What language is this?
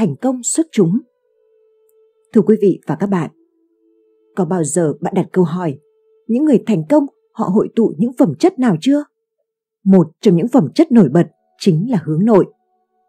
Vietnamese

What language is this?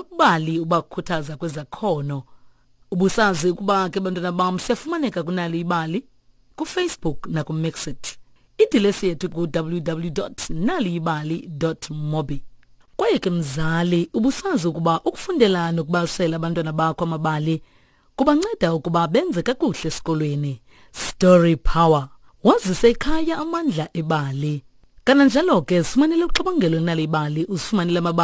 Xhosa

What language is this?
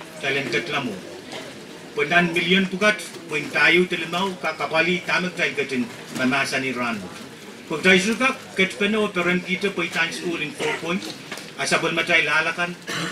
Pohnpeian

